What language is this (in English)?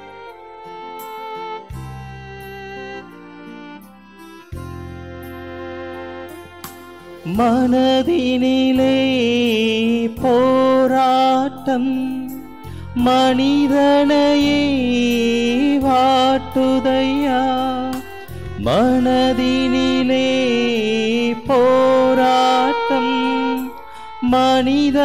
Tamil